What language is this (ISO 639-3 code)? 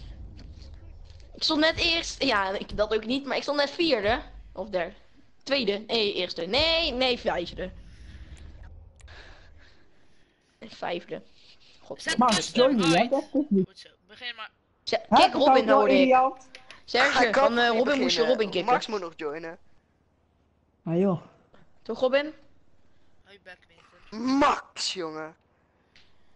nld